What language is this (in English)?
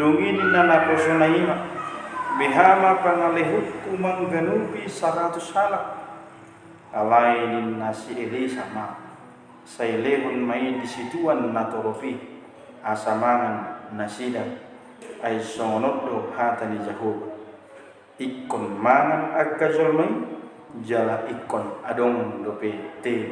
Batak Toba